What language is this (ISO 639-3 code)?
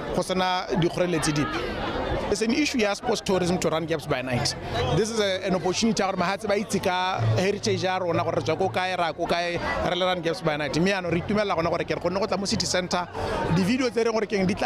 tsn